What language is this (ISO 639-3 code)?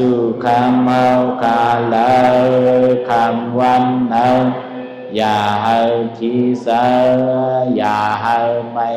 shn